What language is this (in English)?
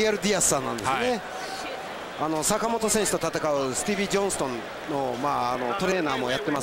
Japanese